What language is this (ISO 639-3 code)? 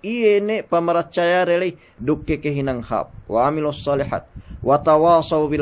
yka